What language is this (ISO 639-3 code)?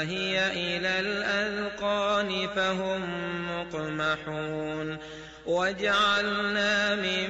ara